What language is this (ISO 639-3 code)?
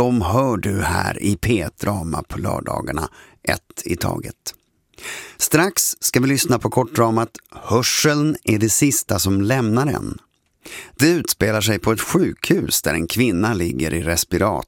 swe